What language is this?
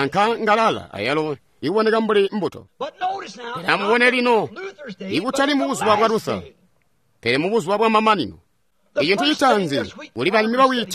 Tonga (Zambia)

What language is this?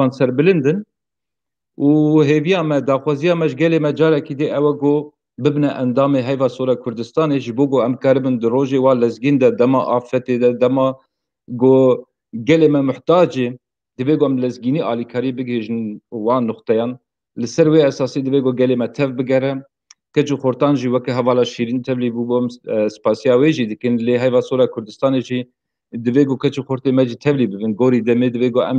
Kurdish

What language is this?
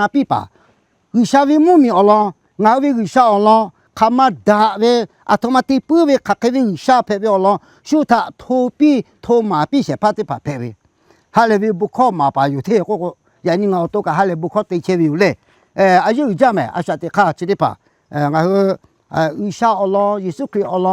Lahu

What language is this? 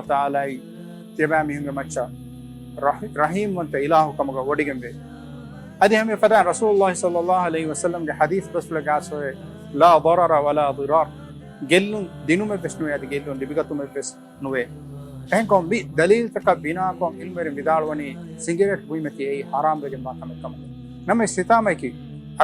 Divehi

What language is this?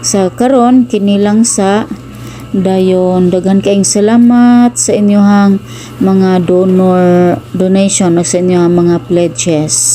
Cebuano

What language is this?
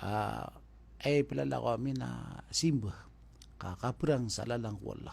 Maranao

